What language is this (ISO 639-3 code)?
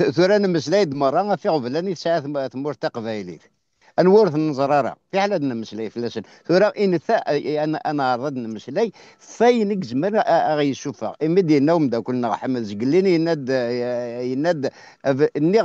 kab